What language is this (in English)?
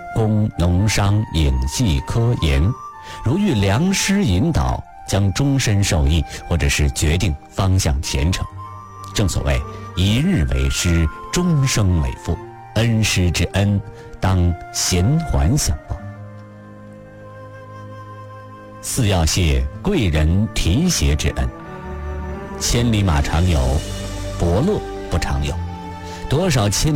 Chinese